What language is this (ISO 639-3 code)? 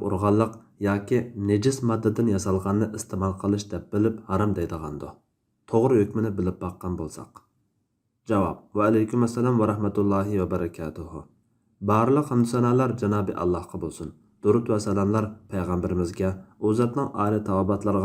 uig